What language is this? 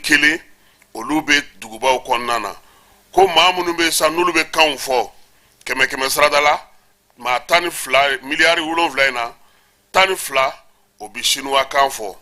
Bambara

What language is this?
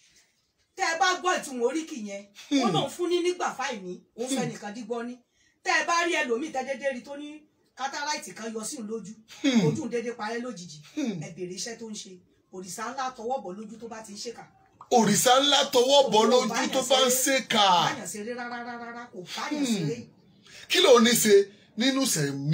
Yoruba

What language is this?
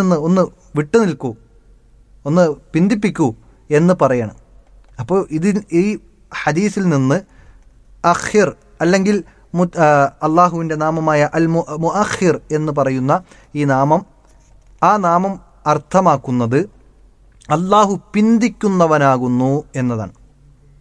Malayalam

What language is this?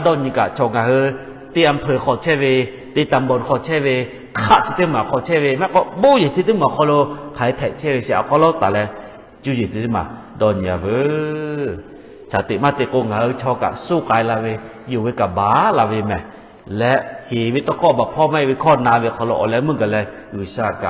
Lahu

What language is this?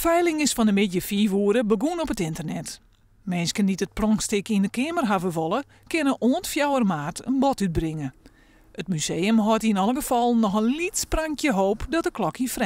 Western Frisian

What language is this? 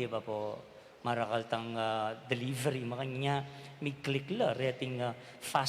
Pampanga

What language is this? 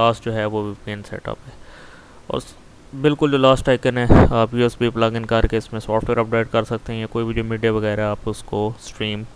Hindi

